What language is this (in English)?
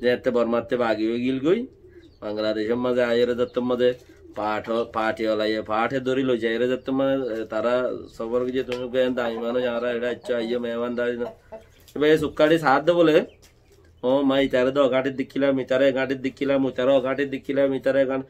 Rohingya